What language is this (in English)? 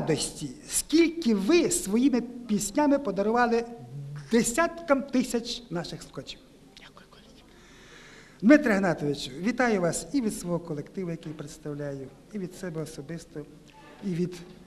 Ukrainian